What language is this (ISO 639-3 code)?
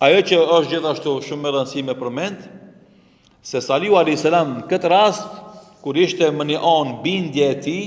sqi